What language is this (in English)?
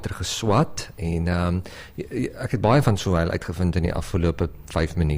Afrikaans